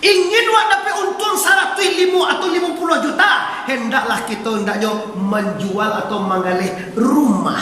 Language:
Minangkabau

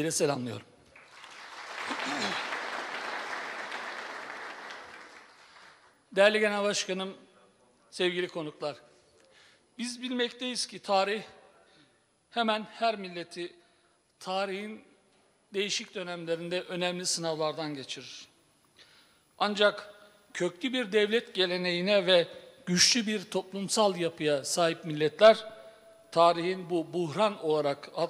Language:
Turkish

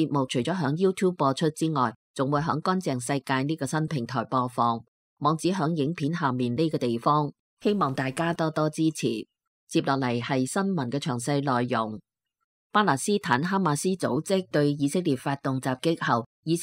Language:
Cantonese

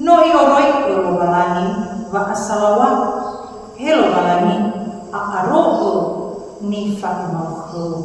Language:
Nias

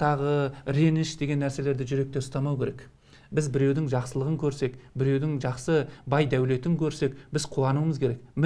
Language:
Kazakh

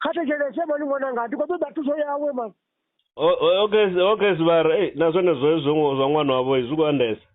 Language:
Venda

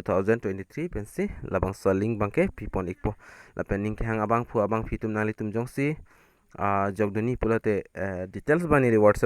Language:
Karbi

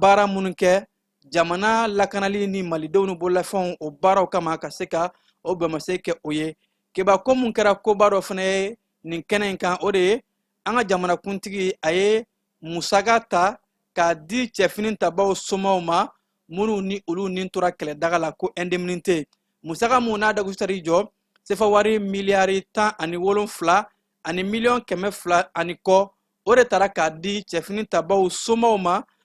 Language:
Bambara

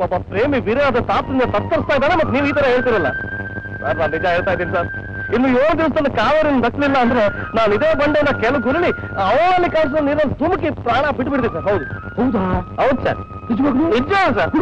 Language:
Kannada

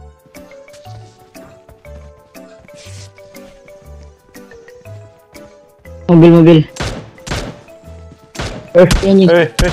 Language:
Indonesian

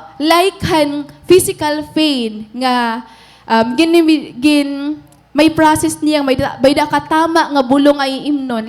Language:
Waray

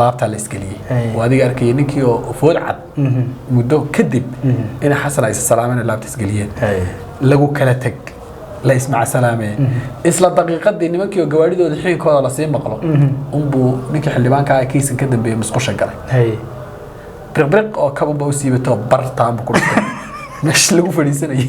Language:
Somali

